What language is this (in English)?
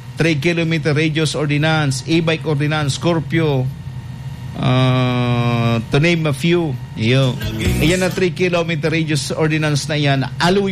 Bikol